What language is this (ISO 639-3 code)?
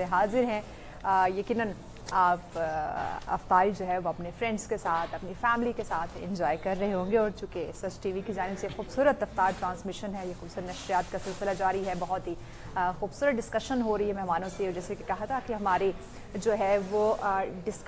urd